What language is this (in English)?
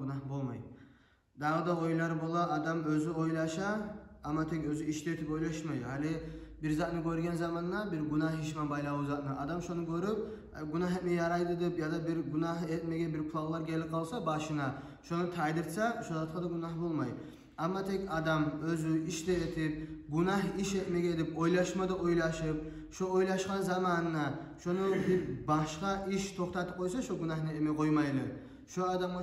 Kumyk